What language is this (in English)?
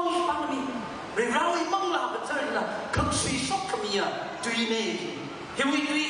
Tangkhul Naga (India)